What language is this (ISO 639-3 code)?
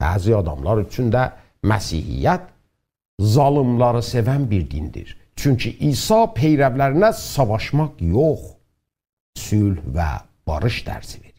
azb